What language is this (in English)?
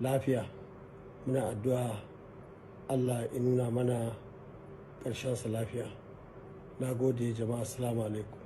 Hausa